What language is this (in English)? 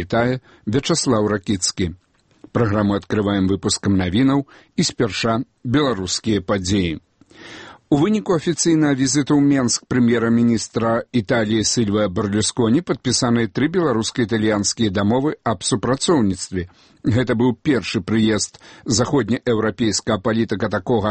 Belarusian